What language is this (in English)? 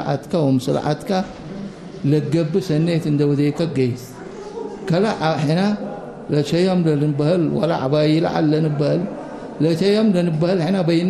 Tigre